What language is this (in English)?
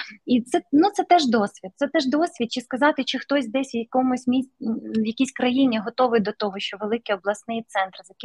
Ukrainian